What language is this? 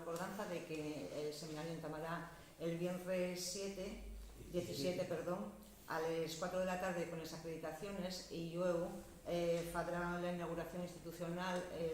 Asturian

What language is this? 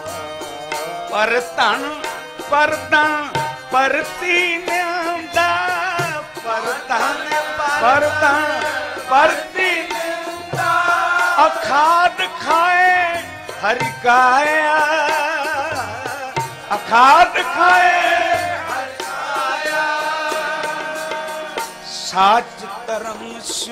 Punjabi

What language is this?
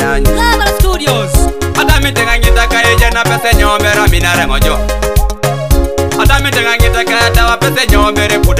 Swahili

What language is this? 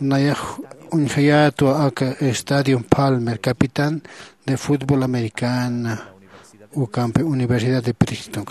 Aymara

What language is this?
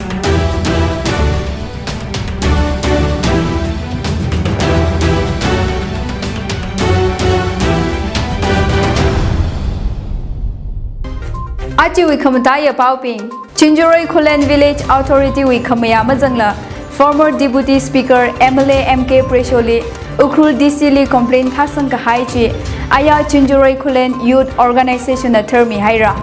Tangkhul Naga (India)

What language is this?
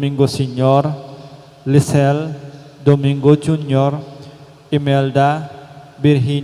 Pampanga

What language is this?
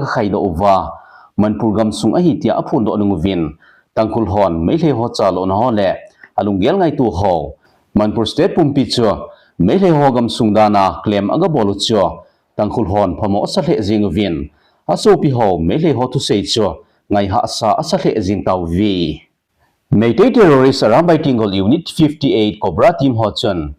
Thado Chin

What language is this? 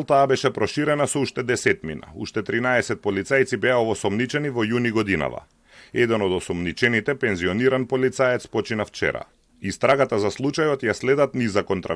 Macedonian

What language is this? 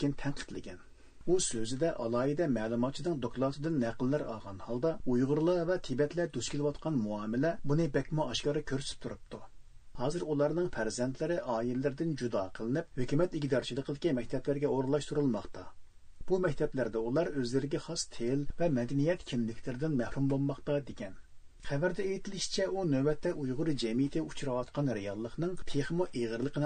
Uyghur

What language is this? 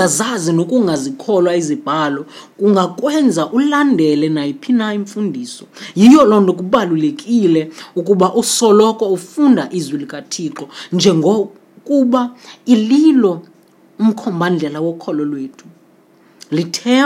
Xhosa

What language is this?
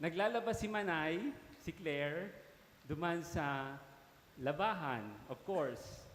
Bikol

